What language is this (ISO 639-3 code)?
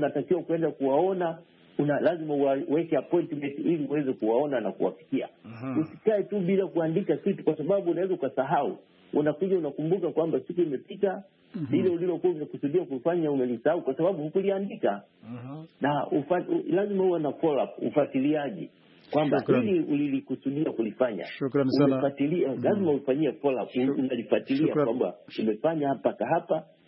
swa